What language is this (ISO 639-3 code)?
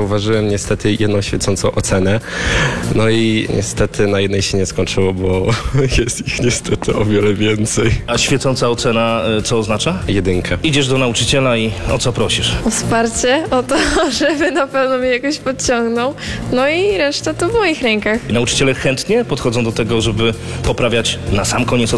pol